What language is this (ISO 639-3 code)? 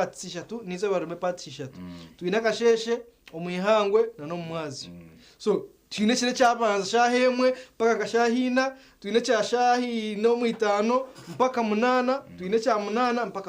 nyn